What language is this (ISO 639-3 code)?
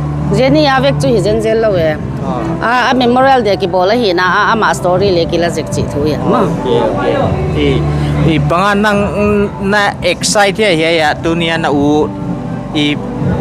pck